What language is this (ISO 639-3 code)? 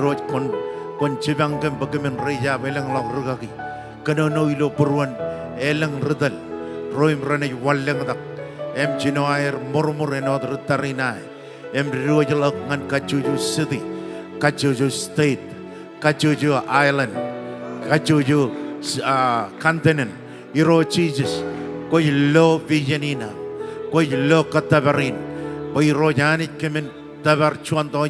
mah